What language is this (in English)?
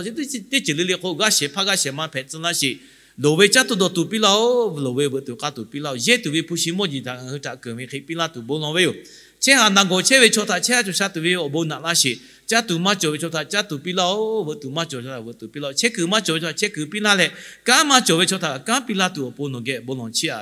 Lahu